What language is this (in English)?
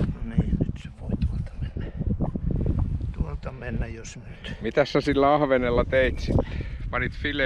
Finnish